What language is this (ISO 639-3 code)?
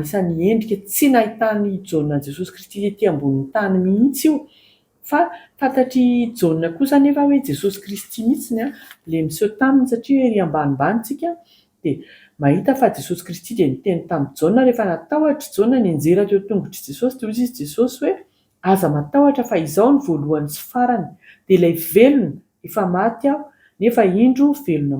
mlg